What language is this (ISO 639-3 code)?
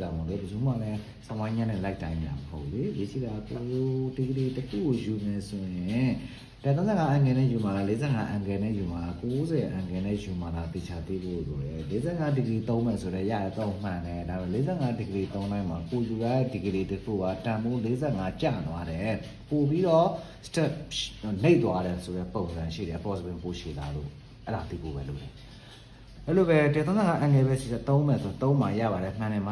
mya